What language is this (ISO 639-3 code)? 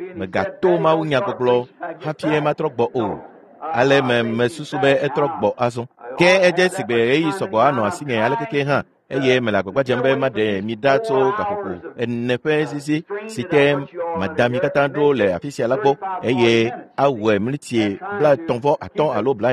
ewe